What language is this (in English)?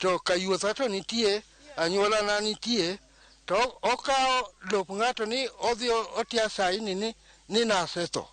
Luo (Kenya and Tanzania)